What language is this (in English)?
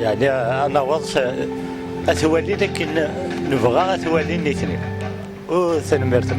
Kabyle